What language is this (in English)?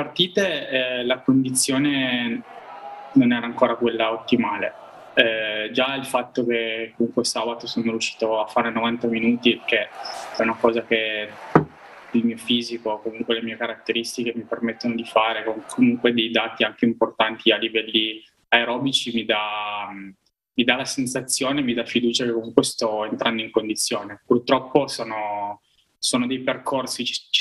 Italian